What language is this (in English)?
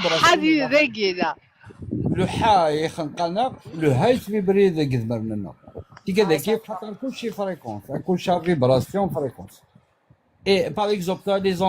Kabyle